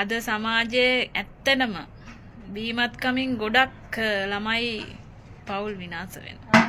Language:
Sinhala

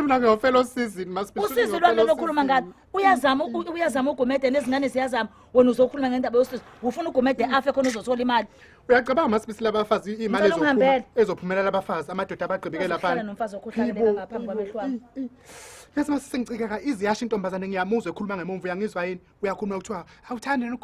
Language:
Zulu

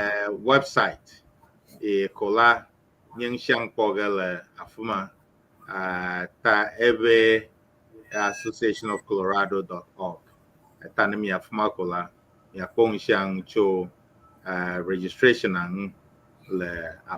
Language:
Ewe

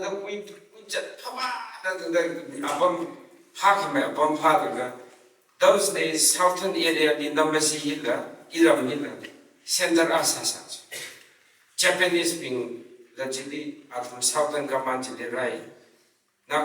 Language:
Tangkhul Naga (India)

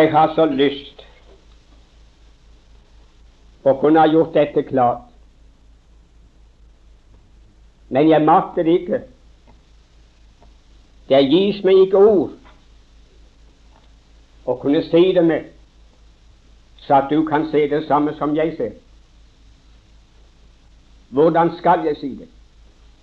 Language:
Norwegian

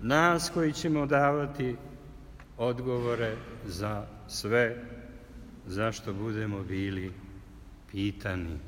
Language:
Serbian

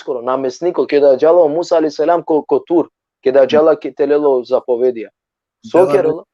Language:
Balkan Romani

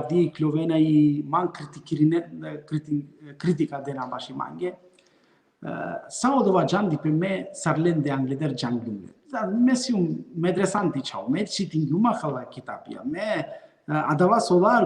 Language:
Balkan Romani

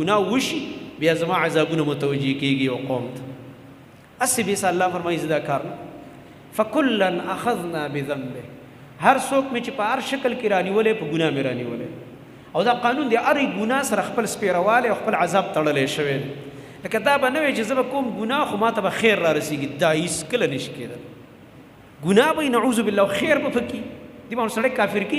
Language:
Pashto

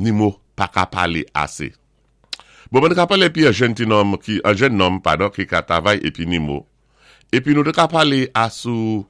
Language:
Saint Lucian Creole French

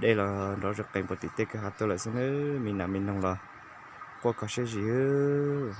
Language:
Hmong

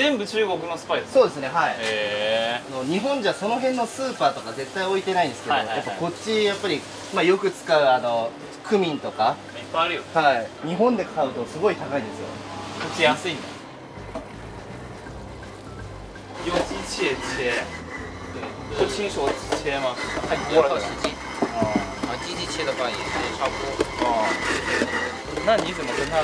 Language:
Japanese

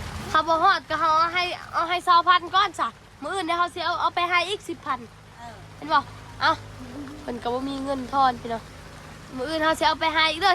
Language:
Northeastern Thai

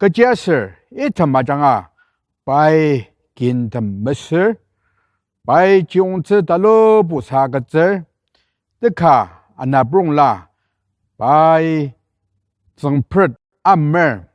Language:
Ao Naga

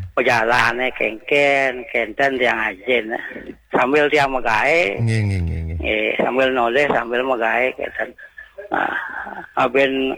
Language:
Balinese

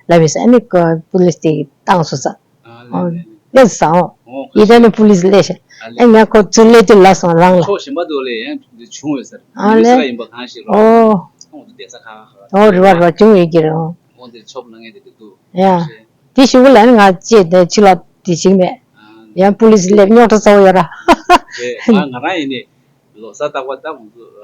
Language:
Tibetan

